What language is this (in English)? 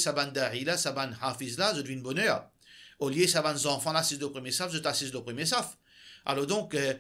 Morisyen